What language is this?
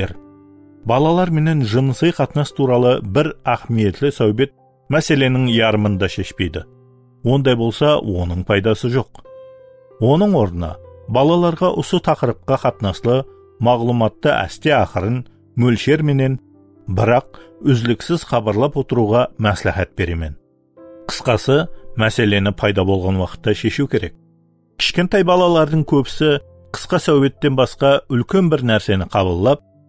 Kara-Kalpak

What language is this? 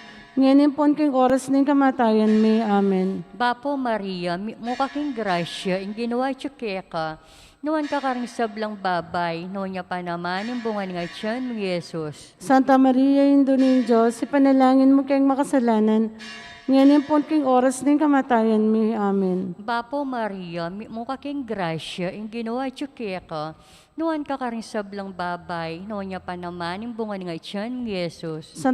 Pampanga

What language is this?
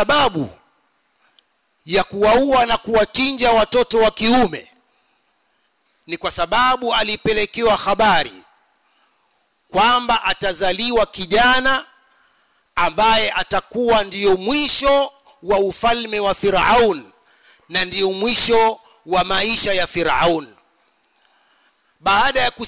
Swahili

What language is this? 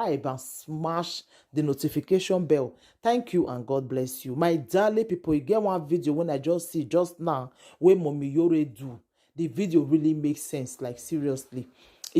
Nigerian Pidgin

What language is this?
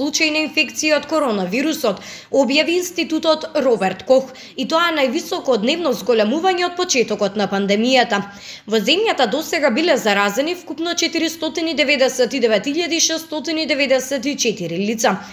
Macedonian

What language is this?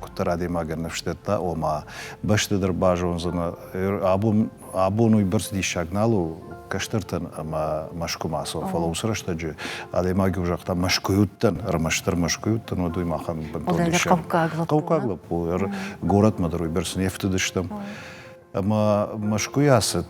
Ossetic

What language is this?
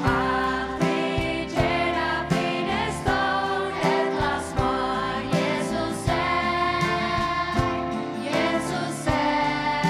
Faroese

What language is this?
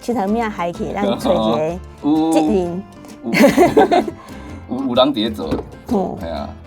Min Nan Chinese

